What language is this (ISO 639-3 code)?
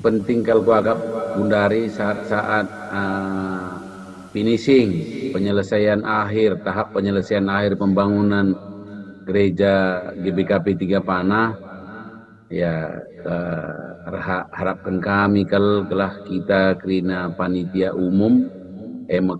btx